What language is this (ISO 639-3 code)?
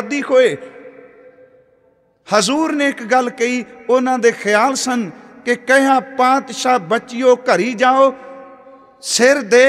pan